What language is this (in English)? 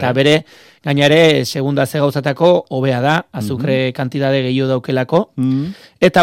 Basque